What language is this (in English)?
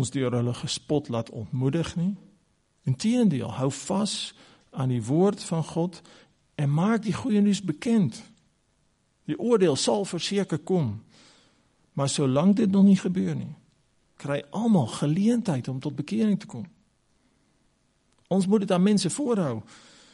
Afrikaans